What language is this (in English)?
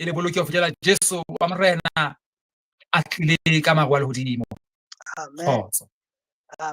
Southern Sotho